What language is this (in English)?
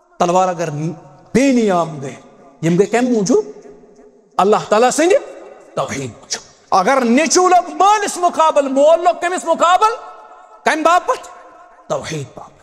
Kashmiri